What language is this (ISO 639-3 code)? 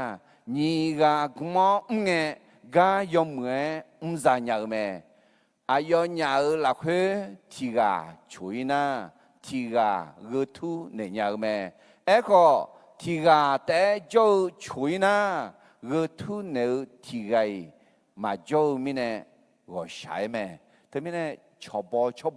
ahk